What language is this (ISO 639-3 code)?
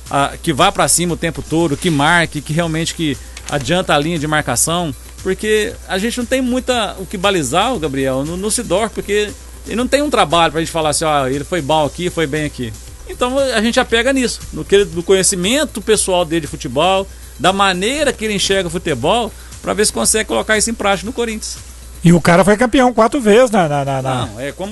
por